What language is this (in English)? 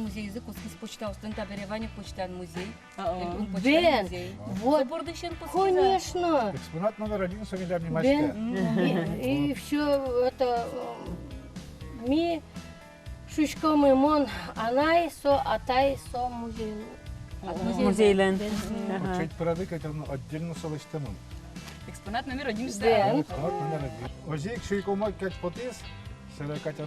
Udmurt